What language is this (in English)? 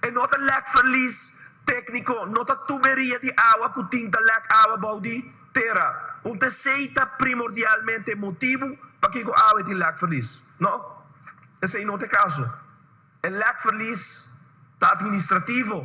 Papiamento